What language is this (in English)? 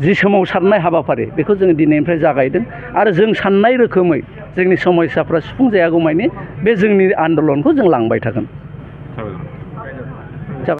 Bodo